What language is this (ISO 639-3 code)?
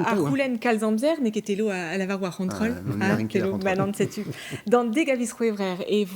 bre